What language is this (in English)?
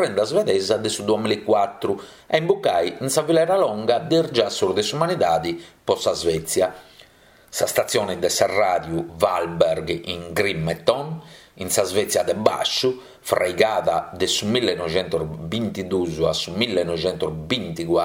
Sardinian